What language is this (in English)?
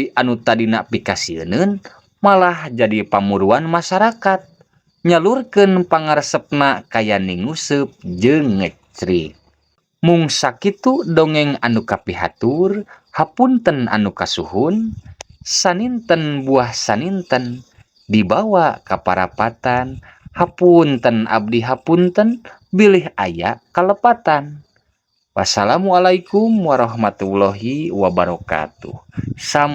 Sundanese